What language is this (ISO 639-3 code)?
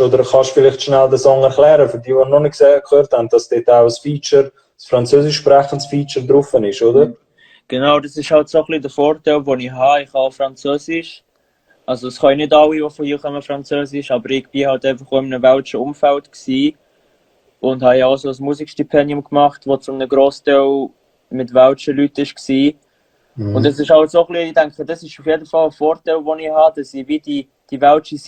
gsw